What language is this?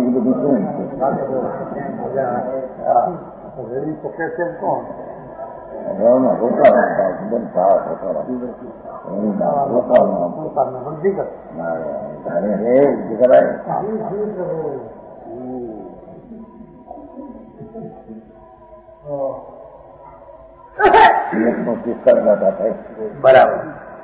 Gujarati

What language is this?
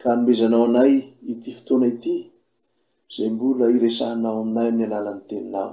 Malagasy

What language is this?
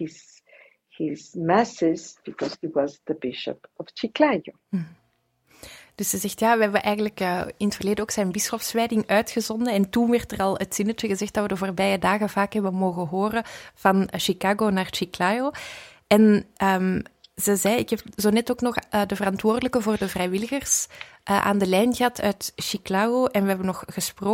Dutch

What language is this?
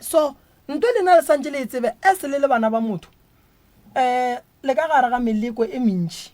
Northern Sotho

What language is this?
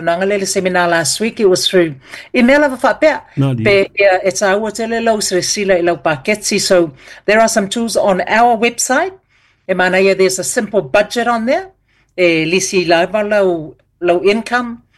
Samoan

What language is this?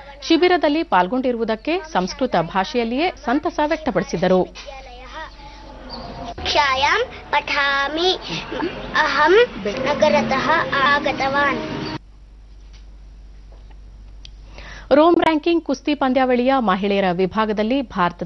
Kannada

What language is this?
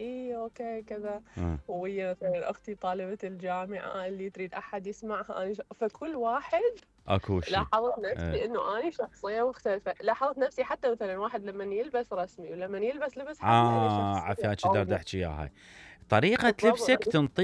Mesopotamian Arabic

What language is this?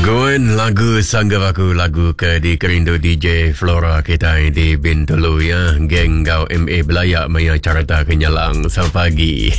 Iban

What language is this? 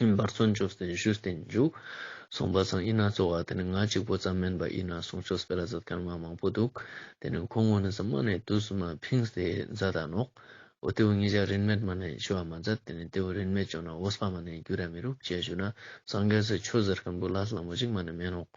Ladakhi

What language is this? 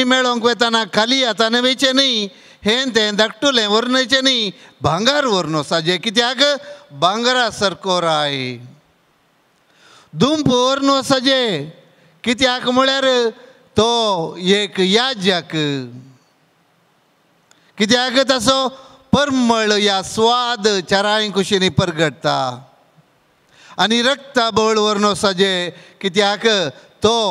Konkani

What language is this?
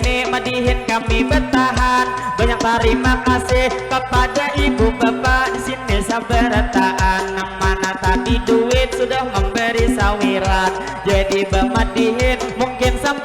Banjar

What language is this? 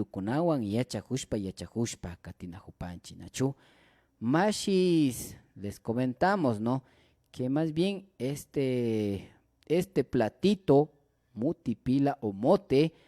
Imbabura Highland Quichua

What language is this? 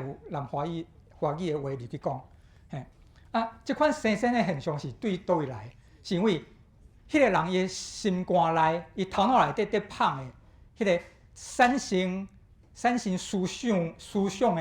Min Nan Chinese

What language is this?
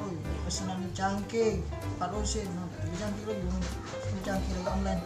Musi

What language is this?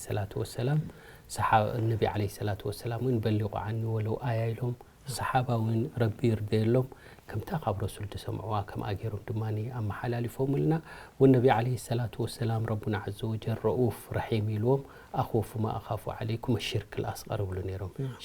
Tigrinya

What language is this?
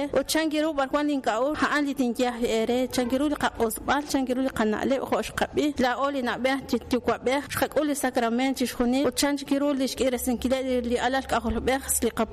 Kekchí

